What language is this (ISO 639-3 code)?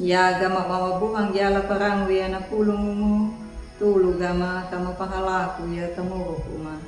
akg